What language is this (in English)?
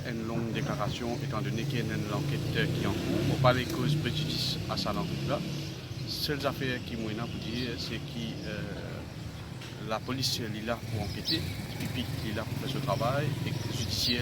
Morisyen